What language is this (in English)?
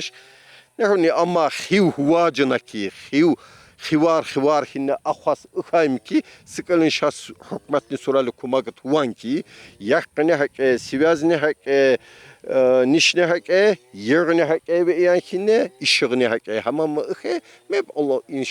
Tsakhur